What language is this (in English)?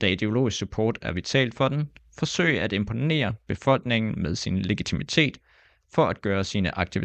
Danish